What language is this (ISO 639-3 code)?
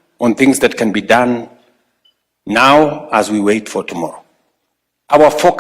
mer